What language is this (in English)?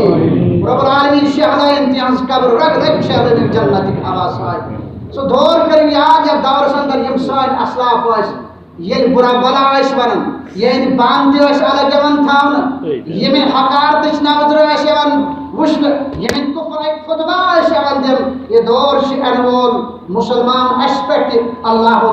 Kashmiri